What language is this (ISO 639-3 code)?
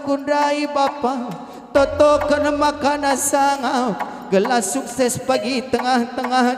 btx